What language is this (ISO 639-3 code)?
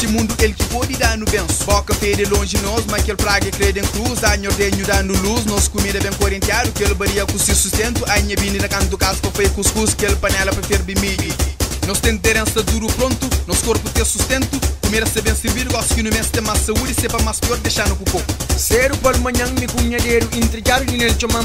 kea